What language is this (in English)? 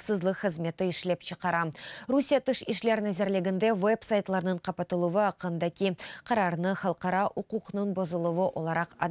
Crimean Tatar